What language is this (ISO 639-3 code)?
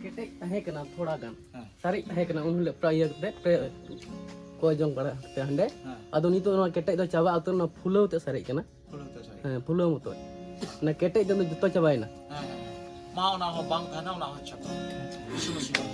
sat